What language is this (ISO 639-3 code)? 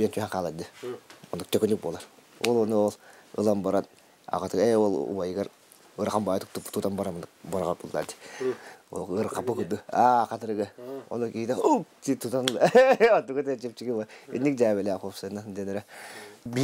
sah